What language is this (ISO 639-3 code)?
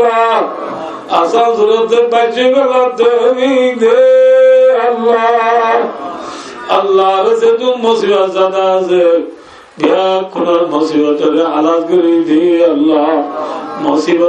rhg